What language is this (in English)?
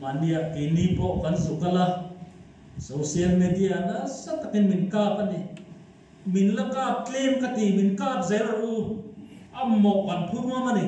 Mizo